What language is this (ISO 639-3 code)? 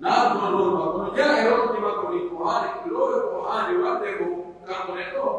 fuf